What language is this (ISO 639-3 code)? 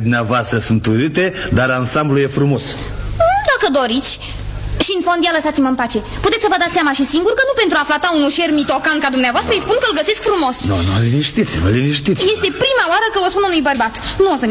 ron